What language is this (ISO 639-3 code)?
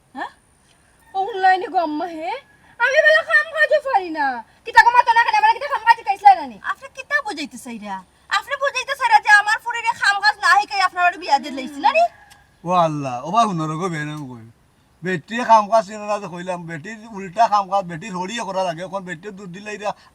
syl